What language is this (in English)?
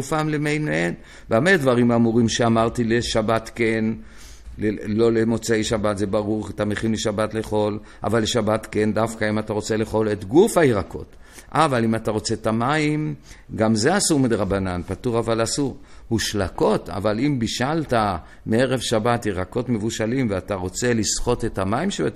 Hebrew